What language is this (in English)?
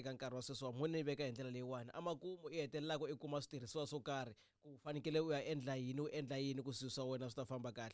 Tsonga